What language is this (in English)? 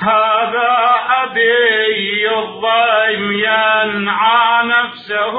Mesopotamian Arabic